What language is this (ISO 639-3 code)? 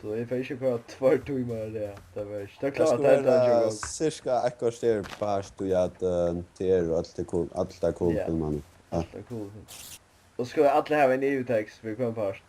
fao